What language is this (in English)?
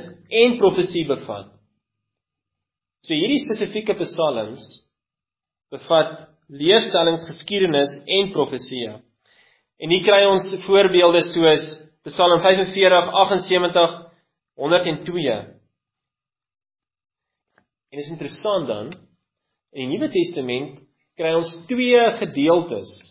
Afrikaans